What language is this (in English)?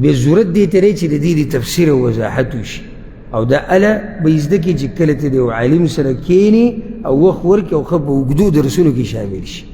Pashto